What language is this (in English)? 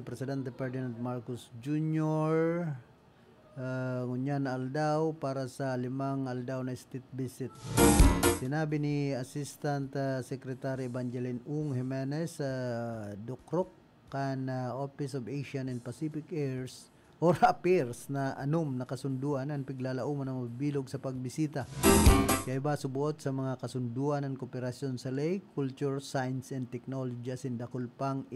Bikol